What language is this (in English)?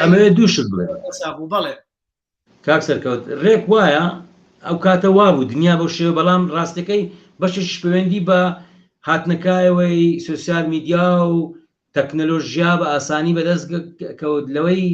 Central Kurdish